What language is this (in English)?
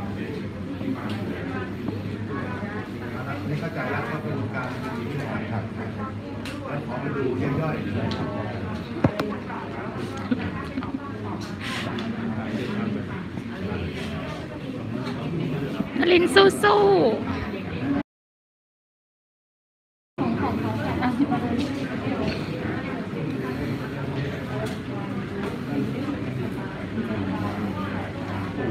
Thai